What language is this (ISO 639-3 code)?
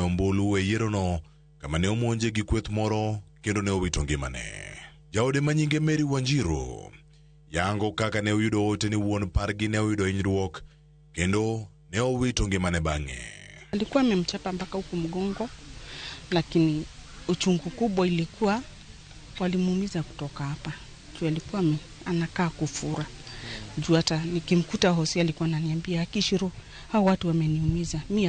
luo